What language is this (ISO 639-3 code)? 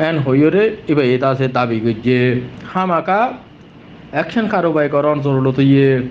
rhg